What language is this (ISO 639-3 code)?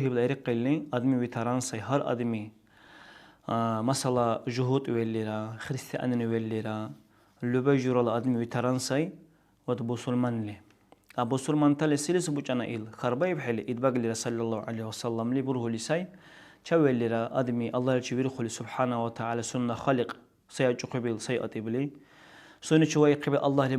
dar